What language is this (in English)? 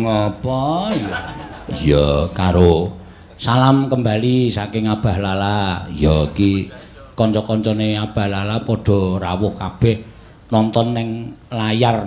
Javanese